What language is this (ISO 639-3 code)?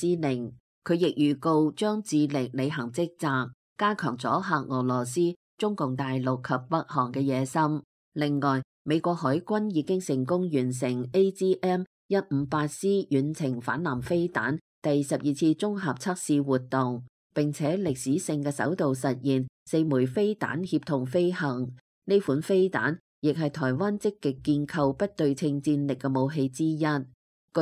yue